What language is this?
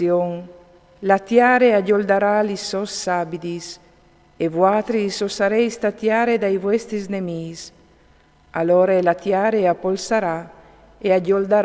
Friulian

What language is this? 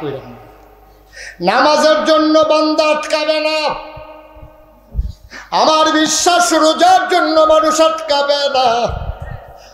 Bangla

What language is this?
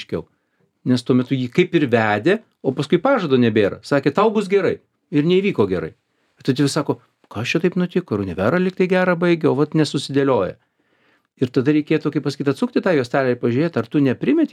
Lithuanian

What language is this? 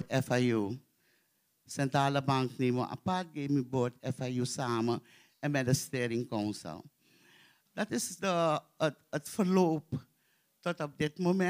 Dutch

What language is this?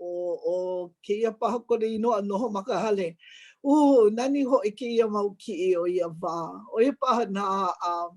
Hawaiian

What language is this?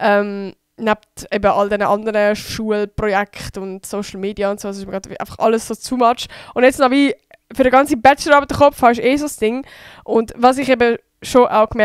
Swiss German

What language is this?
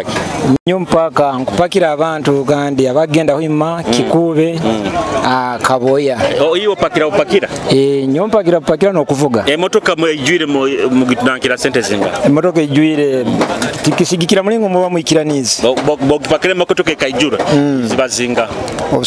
Nyoro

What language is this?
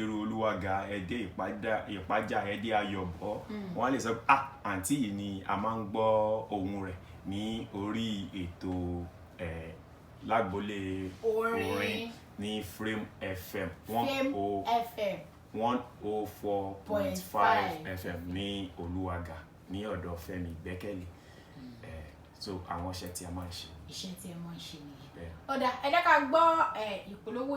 Yoruba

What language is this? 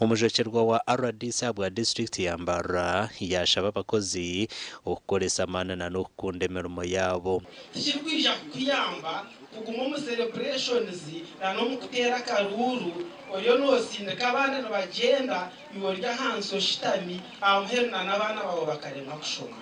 Nyankole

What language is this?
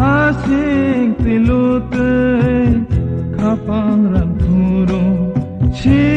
Kok Borok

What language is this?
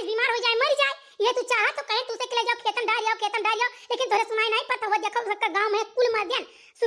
Awadhi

